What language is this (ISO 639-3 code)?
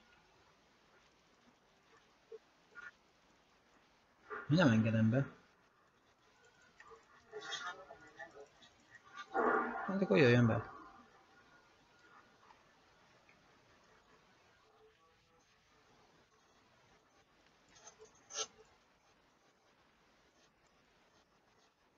hun